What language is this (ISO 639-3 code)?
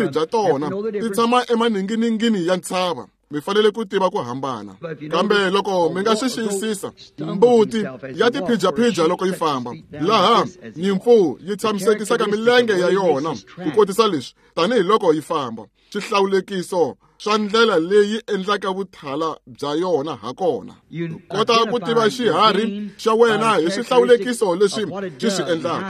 tso